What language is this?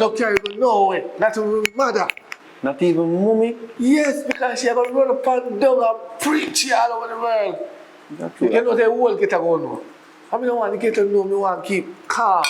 Jamaican Creole English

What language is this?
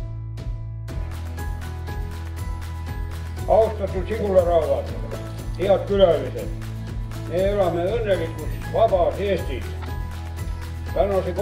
Estonian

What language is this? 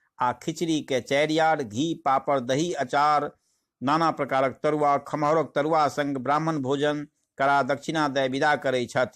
Maithili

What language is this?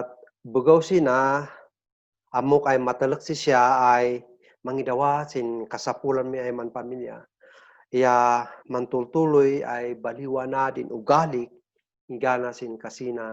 Kankanaey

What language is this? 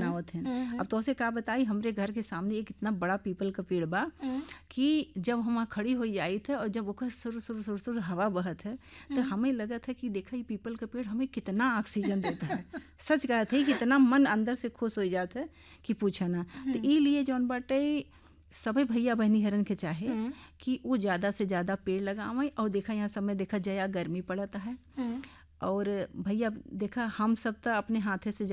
Bhojpuri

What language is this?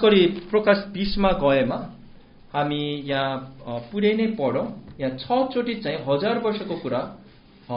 Nepali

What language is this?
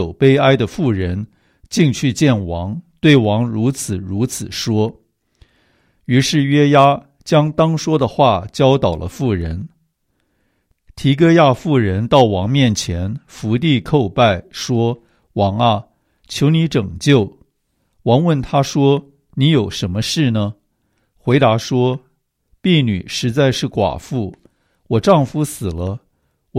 Chinese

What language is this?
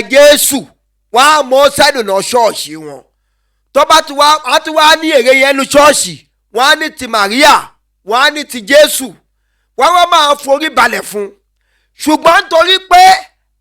Yoruba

